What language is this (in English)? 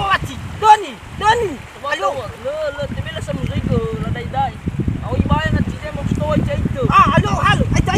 Nias